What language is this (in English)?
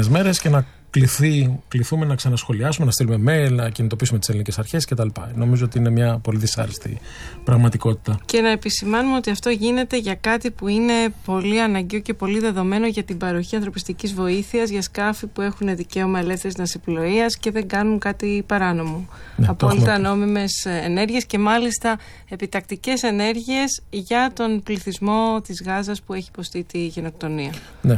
Greek